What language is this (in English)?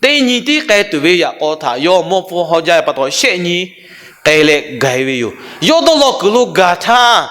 Lahu